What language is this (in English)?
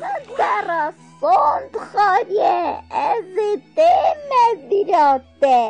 Kurdish